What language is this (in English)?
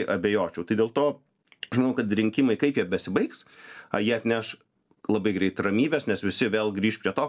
Lithuanian